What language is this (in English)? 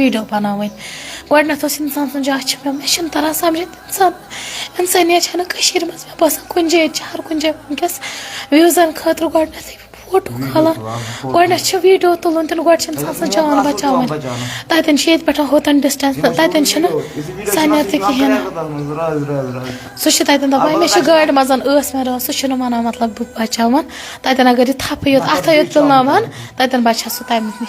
Kashmiri